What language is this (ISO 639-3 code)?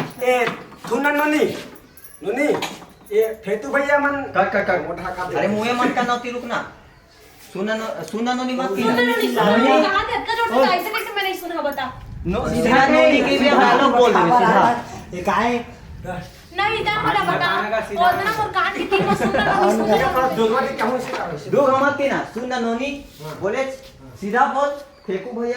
hne